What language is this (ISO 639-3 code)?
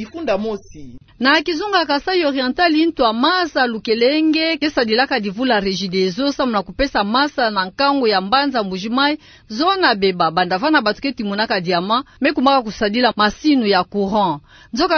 ktu